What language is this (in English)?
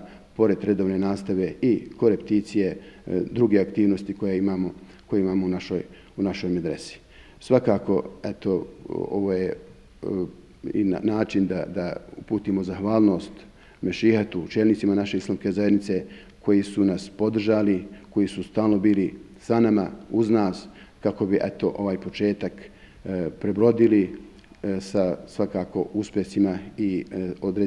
Bosnian